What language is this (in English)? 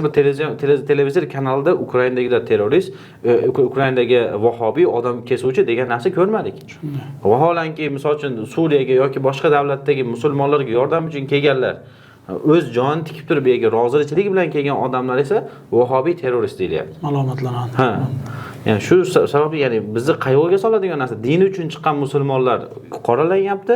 Uzbek